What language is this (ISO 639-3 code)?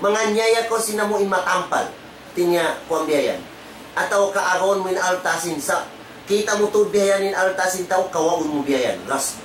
tsg